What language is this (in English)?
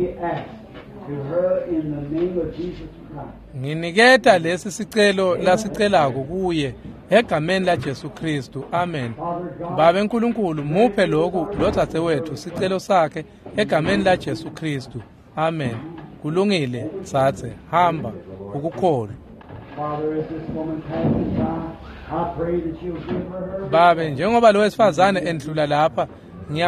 Swati